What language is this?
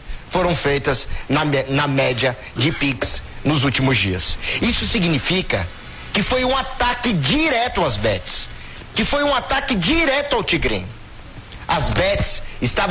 Portuguese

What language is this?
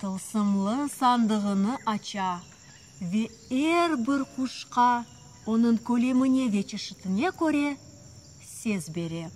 Crimean Tatar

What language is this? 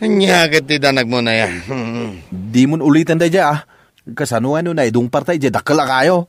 Iloko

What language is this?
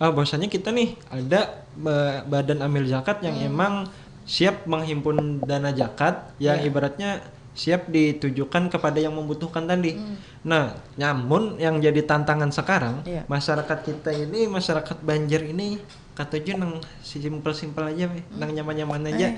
Banjar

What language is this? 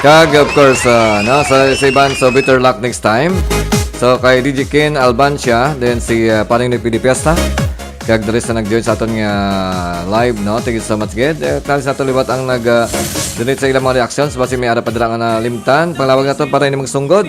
Hiligaynon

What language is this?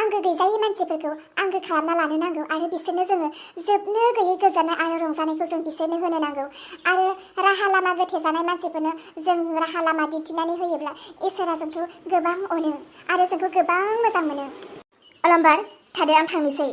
Bodo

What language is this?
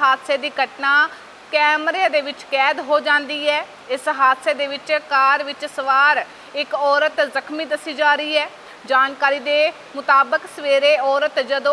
Punjabi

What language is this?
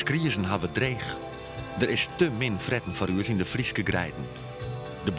Western Frisian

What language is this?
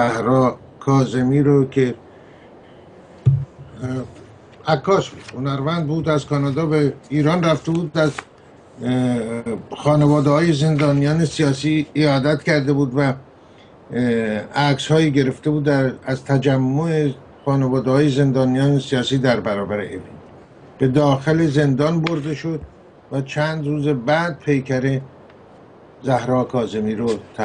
Persian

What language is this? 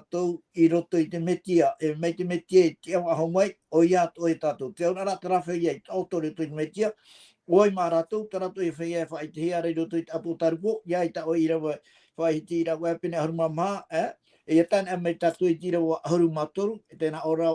Tahitian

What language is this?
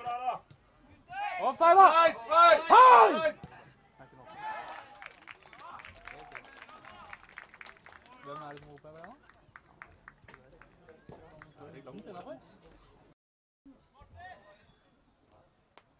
Norwegian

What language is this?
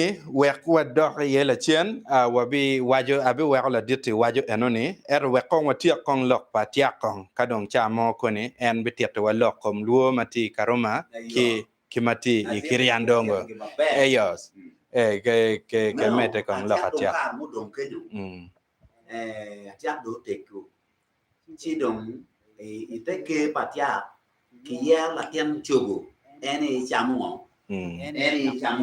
Acoli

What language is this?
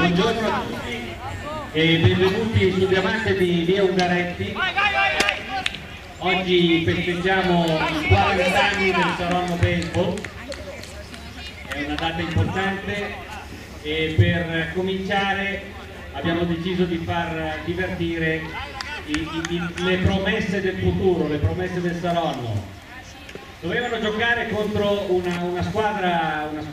Italian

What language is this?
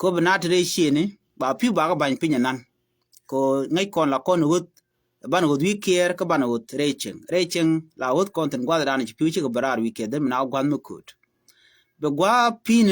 Nuer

